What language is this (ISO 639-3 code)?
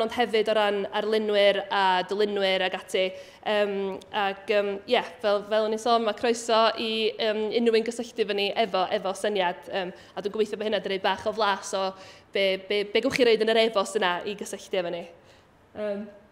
cym